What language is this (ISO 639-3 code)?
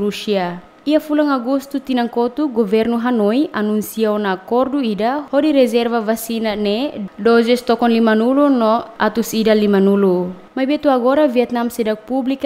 tet